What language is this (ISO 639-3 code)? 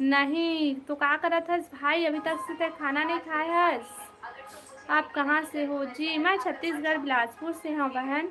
hne